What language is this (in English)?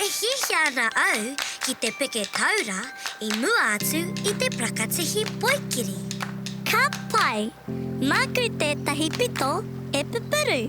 Māori